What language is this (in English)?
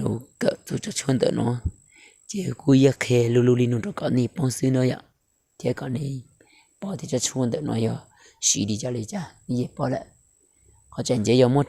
Hmong